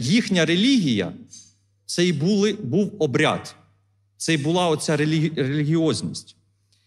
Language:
Ukrainian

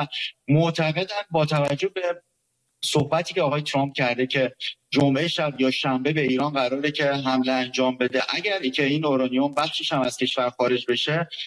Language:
Persian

